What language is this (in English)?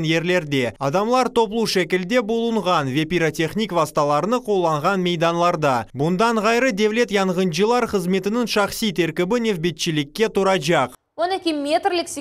Crimean Tatar